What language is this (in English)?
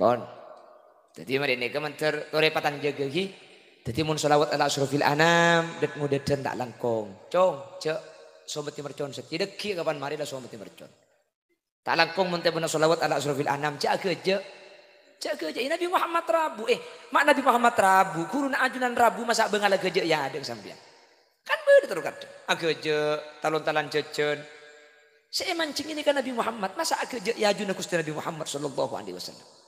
Madurese